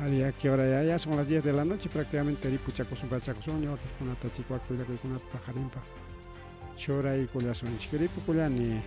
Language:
Ayacucho Quechua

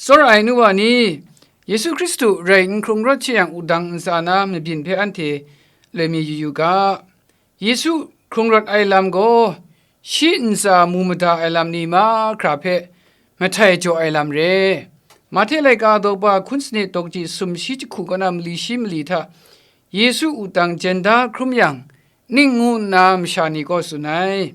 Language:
Kachin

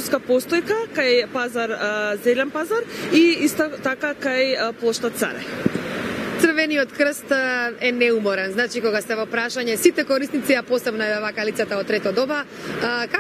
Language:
Macedonian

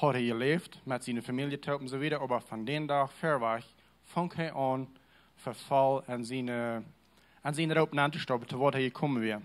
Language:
Plautdietsch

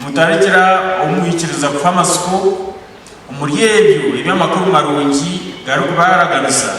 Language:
Nyankole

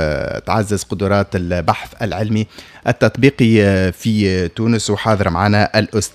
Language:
Tunisian Arabic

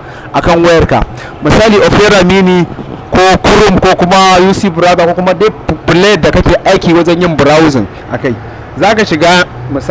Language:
Hausa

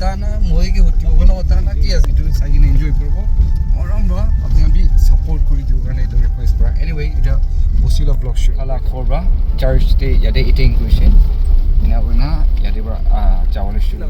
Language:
Naga Pidgin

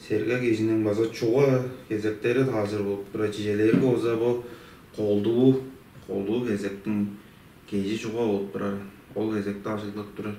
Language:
Tuvinian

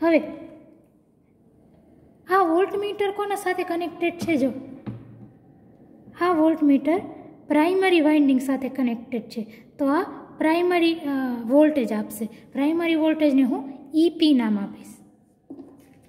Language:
Gujarati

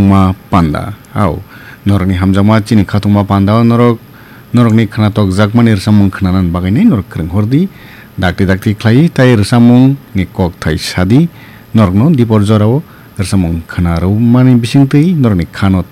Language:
Kok Borok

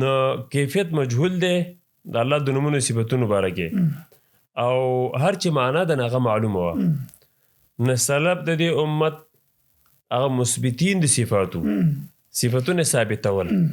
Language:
Pashto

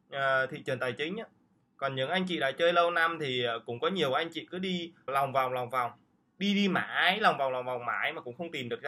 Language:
Vietnamese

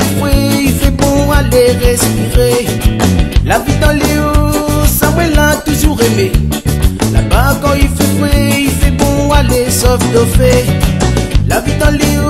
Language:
Réunion Creole French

